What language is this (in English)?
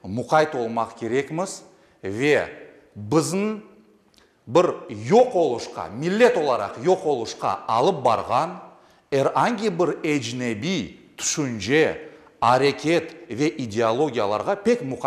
Crimean Tatar